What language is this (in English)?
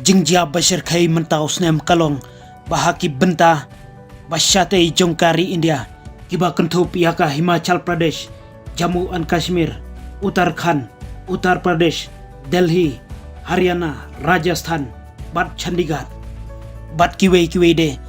Khasi